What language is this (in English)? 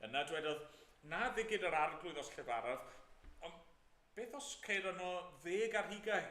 Welsh